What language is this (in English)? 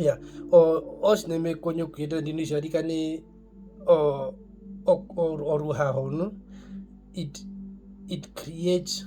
Herero